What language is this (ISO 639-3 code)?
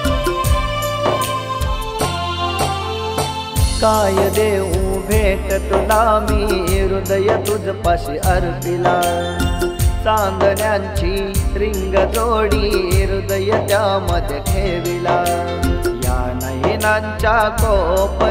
mar